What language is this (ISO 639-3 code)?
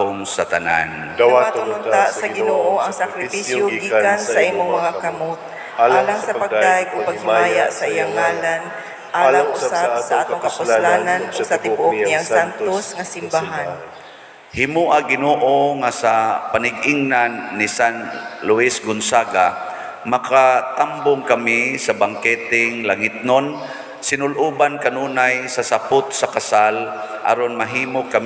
ceb